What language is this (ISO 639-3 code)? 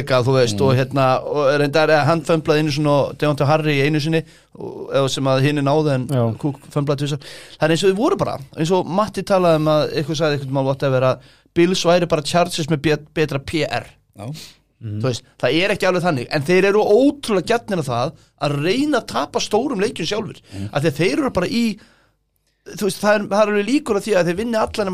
isl